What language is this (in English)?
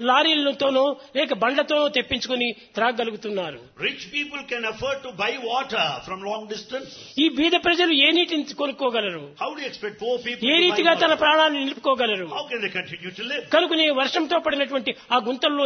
Telugu